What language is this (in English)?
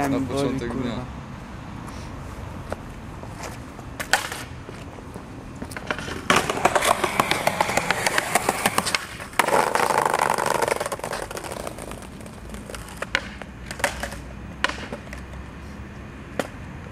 Polish